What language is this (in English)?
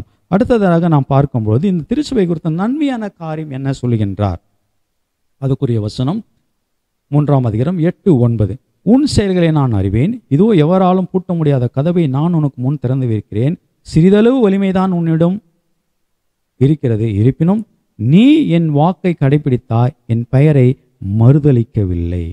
Tamil